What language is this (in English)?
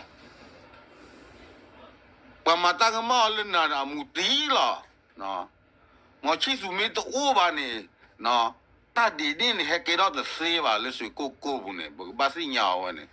S'gaw Karen